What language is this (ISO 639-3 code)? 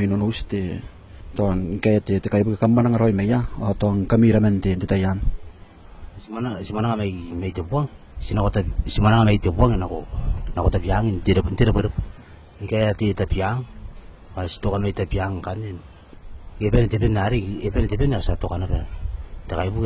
gil